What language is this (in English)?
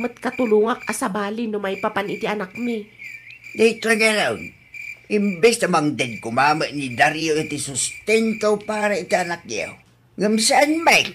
Iloko